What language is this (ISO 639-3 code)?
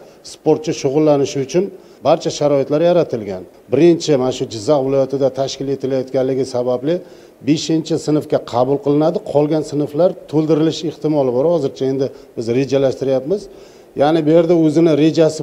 uzb